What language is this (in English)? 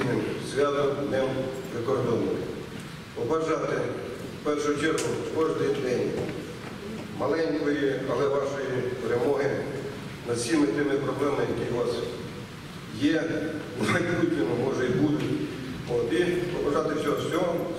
Ukrainian